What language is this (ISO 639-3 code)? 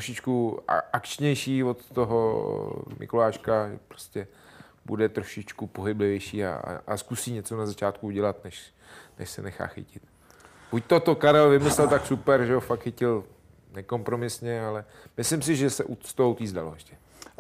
ces